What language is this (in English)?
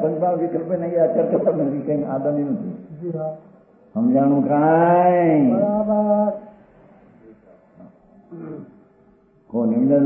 Gujarati